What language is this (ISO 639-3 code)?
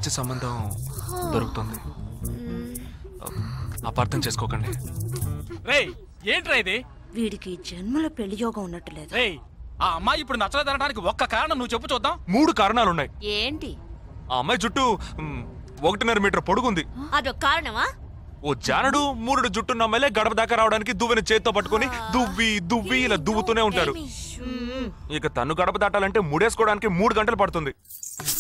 tel